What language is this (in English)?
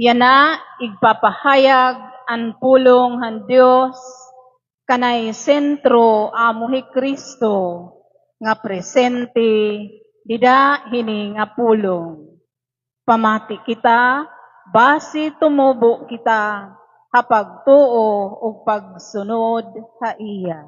Waray